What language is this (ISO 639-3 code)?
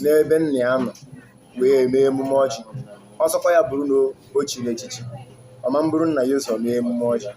ibo